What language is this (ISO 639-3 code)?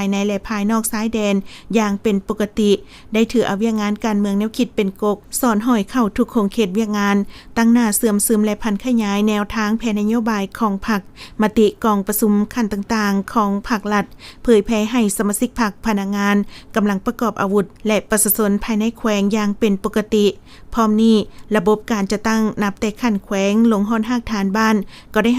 lao